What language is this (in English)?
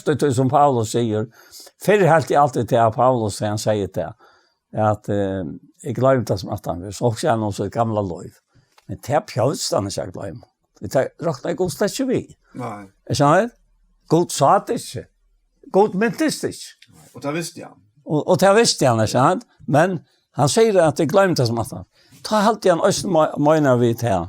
Faroese